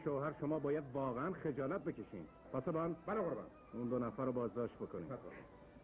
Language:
Persian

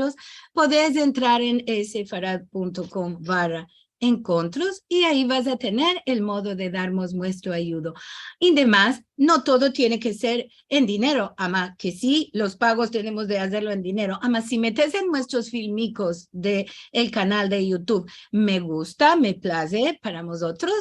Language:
Ladino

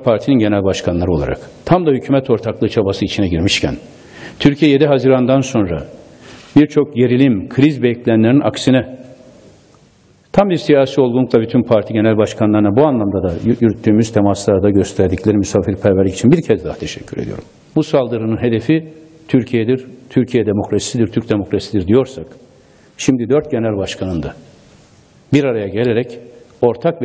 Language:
Turkish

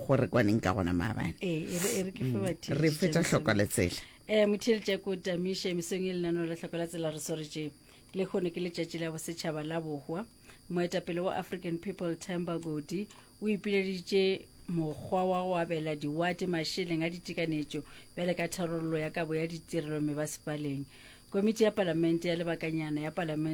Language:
Northern Sotho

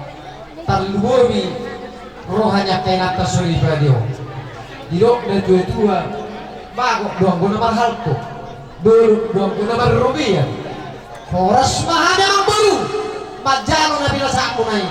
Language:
Batak Toba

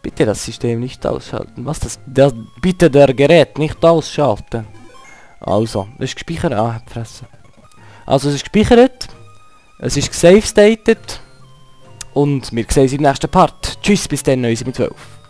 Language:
Swiss German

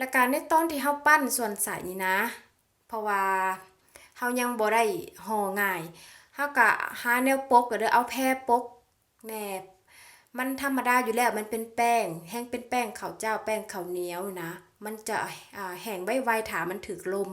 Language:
Lao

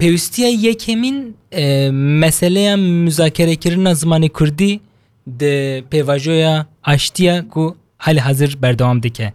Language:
Kurdish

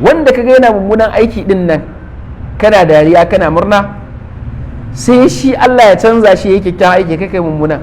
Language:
Hausa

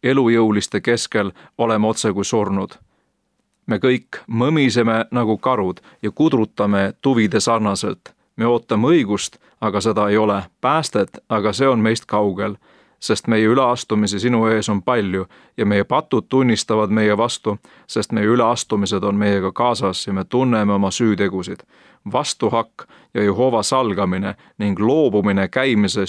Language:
Estonian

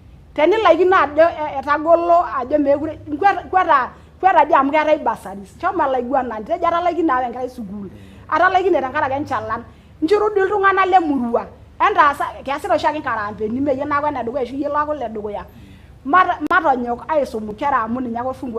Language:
Masai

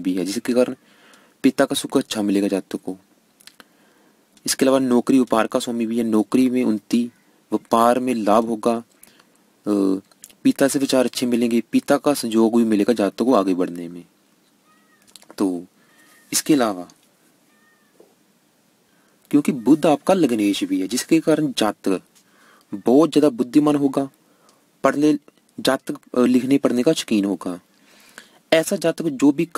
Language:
Hindi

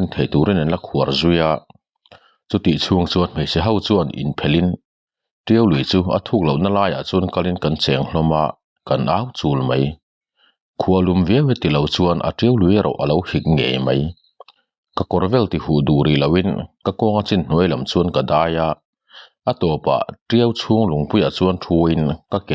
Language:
Mizo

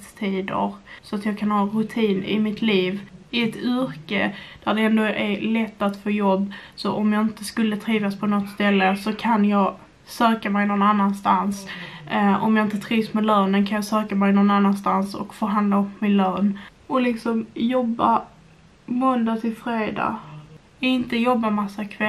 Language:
Swedish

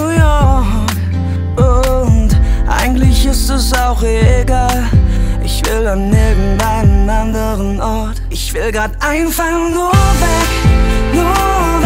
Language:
German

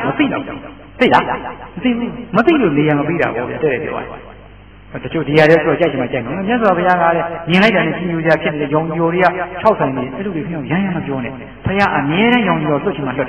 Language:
Burmese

